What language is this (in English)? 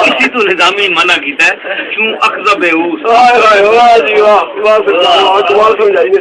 Saraiki